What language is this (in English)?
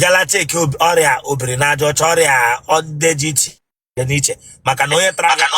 Igbo